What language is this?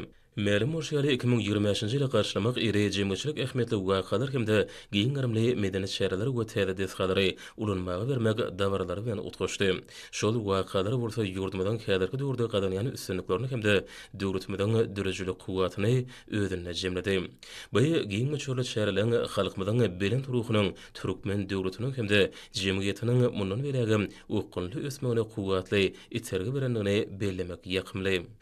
Turkmen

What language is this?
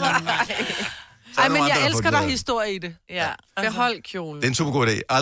Danish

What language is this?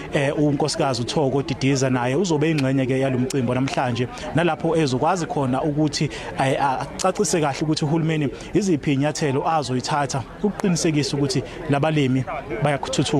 Zulu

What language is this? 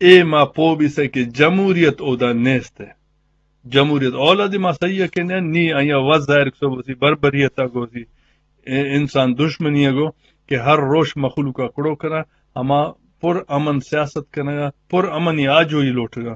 Eastern Balochi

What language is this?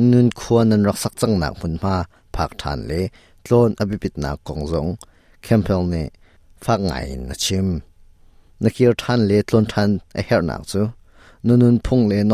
Hakha Chin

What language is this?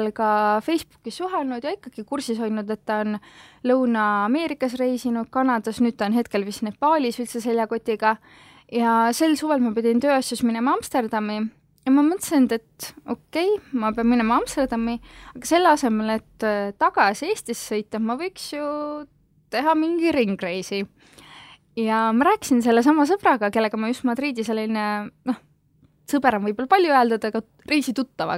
Estonian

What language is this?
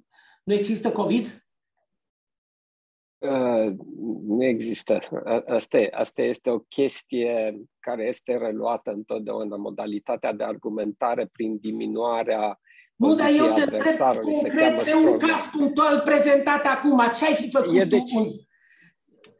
Romanian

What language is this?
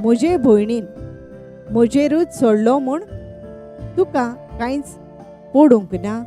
Konkani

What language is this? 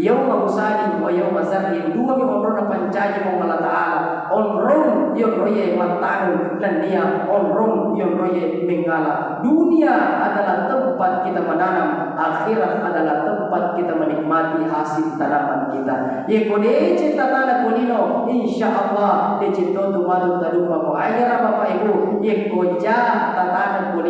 Buginese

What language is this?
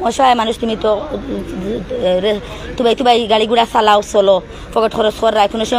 Sylheti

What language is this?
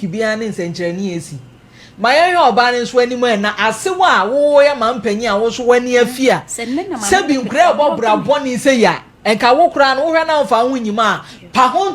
Akan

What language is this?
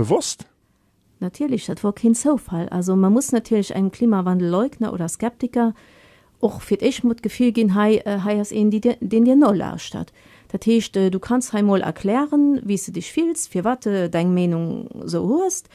Luxembourgish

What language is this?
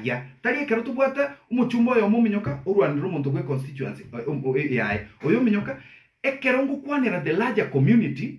Gusii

